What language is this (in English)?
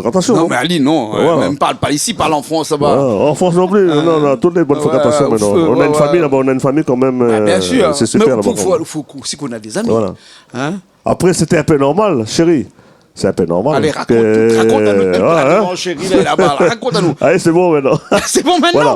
Réunion Creole French